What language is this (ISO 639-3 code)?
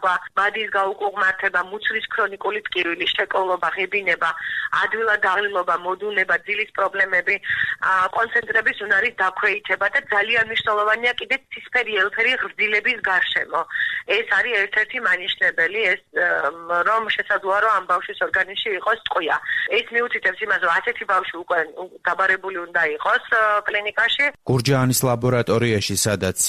kat